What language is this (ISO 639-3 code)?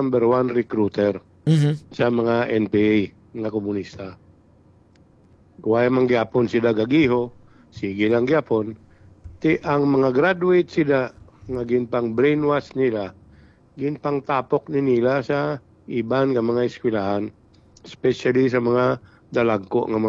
hil